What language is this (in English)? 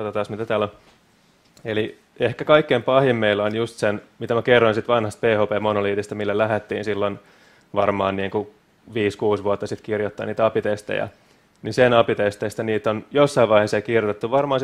Finnish